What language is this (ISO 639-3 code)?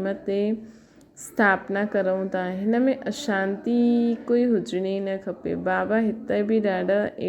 snd